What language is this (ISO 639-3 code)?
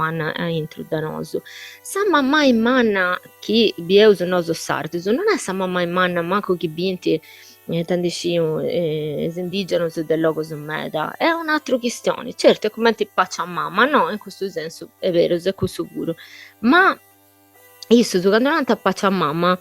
srd